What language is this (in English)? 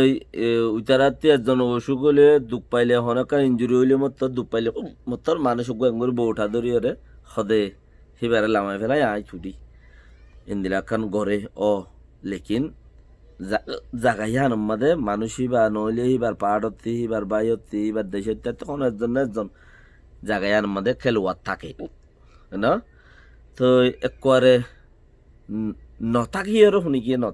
Rohingya